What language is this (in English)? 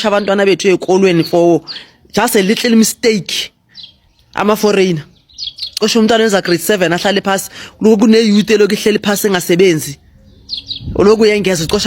Zulu